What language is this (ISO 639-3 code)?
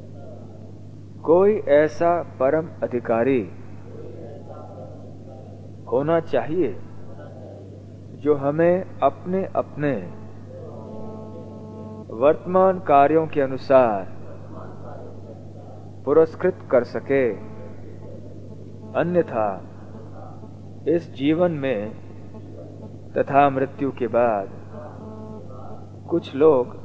hin